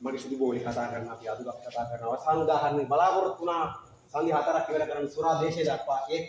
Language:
Sinhala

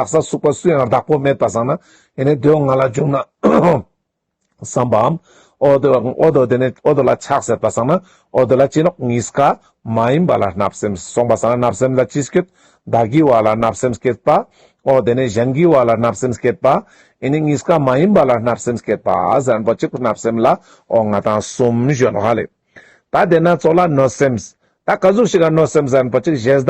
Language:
Ladakhi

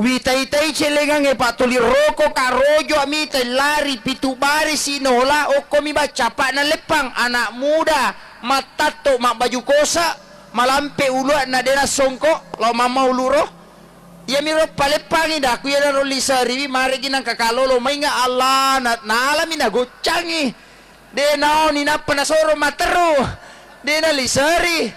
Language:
Buginese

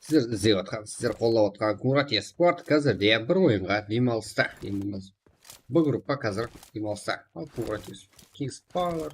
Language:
Kara-Kalpak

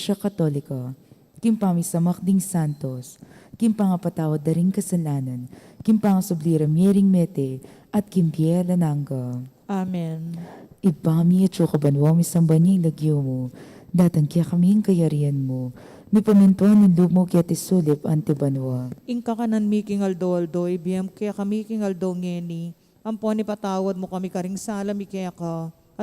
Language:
Pampanga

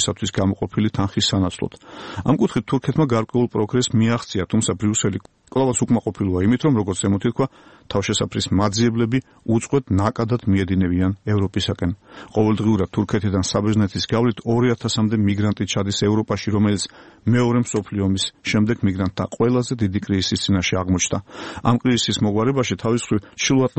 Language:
Georgian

